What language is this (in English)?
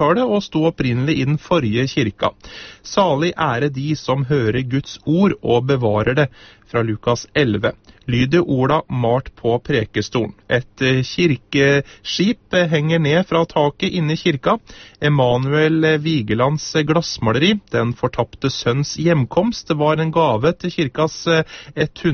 Norwegian